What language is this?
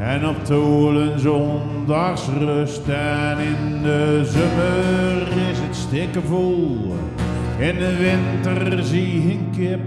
Zeelandic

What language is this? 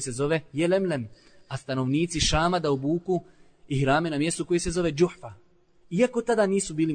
Bosnian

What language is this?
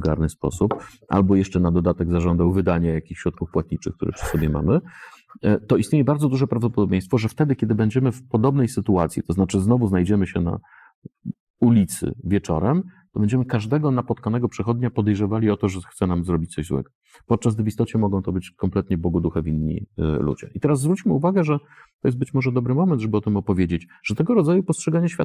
Polish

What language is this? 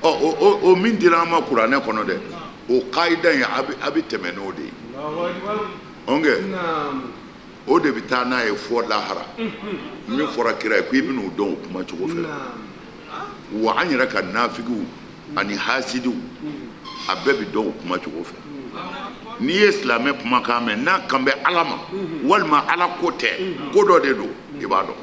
Bambara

